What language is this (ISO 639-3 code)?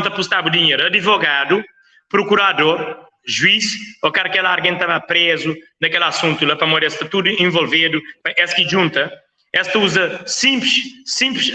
kea